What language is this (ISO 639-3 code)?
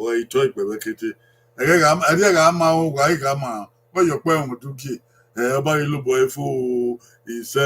bin